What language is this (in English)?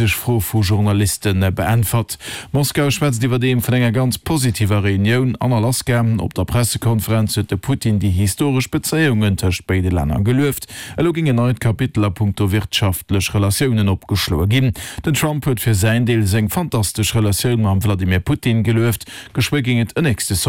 Luxembourgish